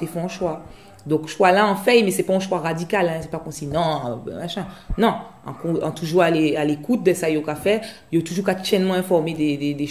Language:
Guadeloupean Creole French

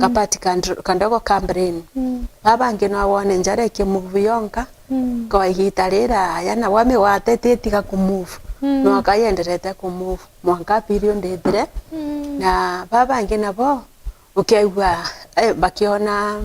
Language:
Meru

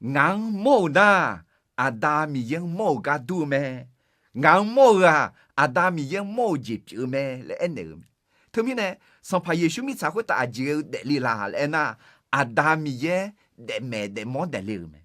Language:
Akha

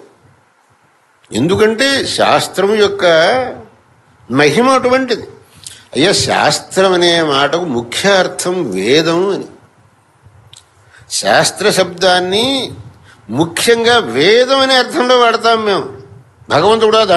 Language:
Telugu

